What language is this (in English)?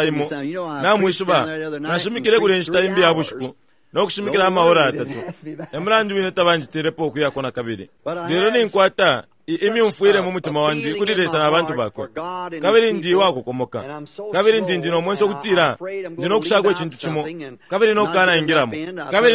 Bemba